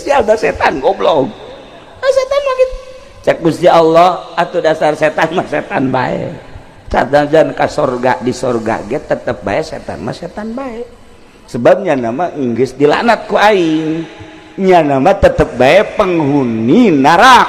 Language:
Sundanese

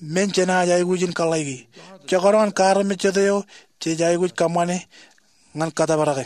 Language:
Marshallese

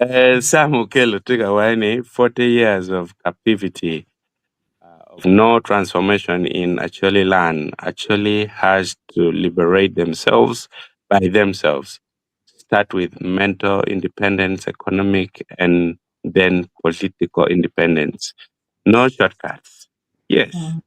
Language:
Acoli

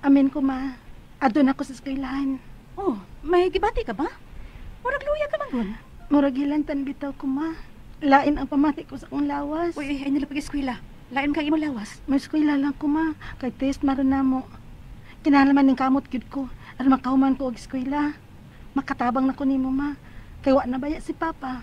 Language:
Cebuano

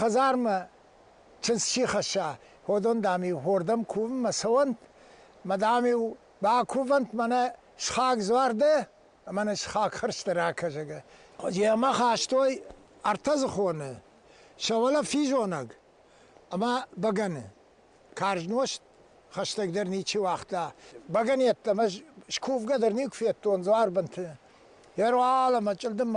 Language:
Ossetic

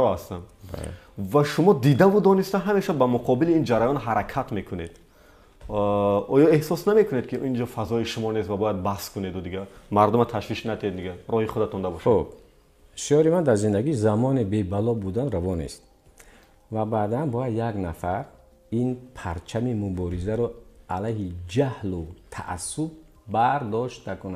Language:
Tajik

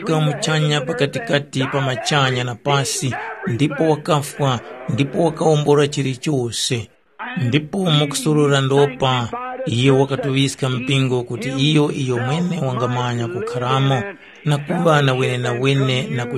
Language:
Tumbuka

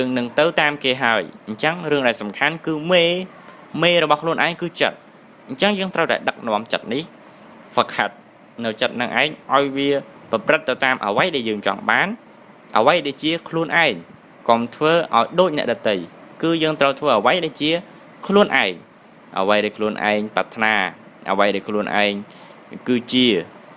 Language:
Khmer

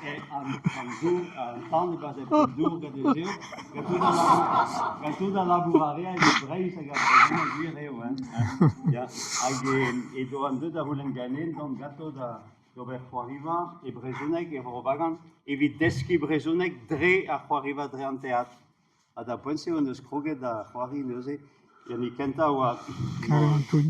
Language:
Breton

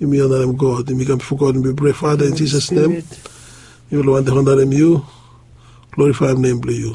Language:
Bislama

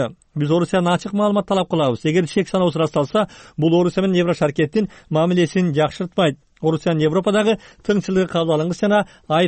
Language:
Kyrgyz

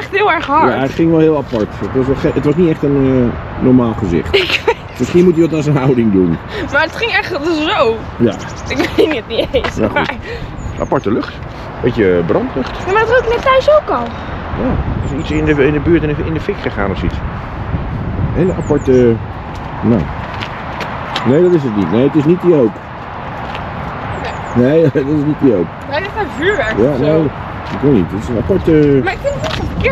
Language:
Dutch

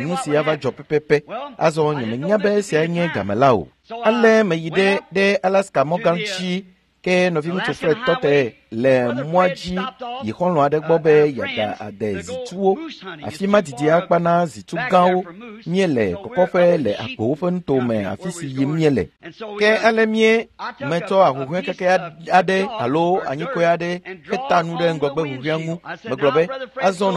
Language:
Ewe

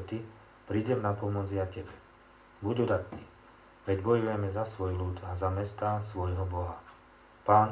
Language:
Slovak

